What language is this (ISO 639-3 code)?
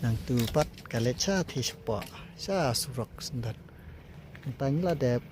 kha